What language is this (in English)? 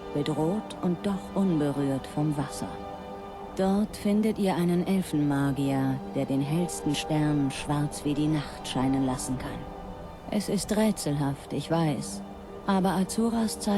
Bavarian